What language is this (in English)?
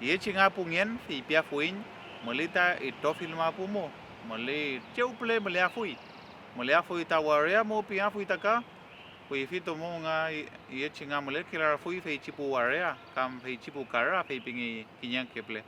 Mapuche